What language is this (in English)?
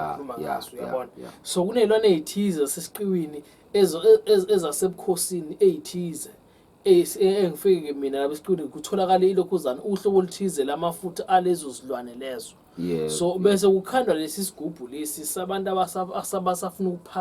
Zulu